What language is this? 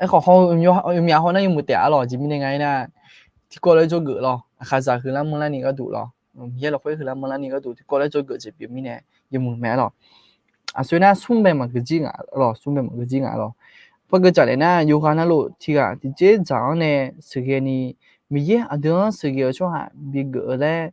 Akha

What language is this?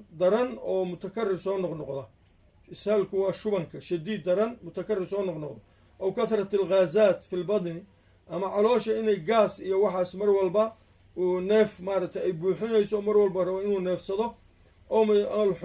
Somali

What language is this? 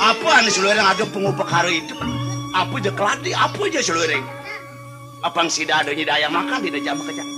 Balinese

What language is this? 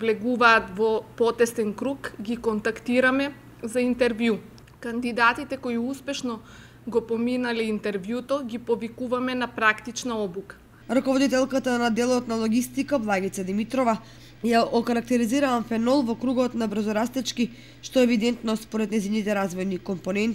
Macedonian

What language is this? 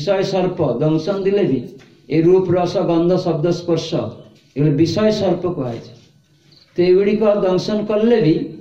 Odia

